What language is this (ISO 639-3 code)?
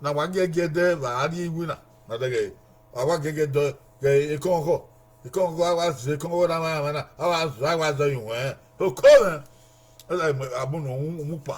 bin